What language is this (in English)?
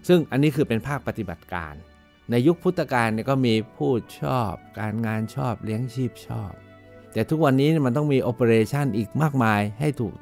Thai